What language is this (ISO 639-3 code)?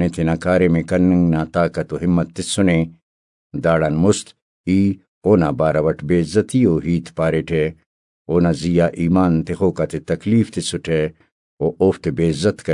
brh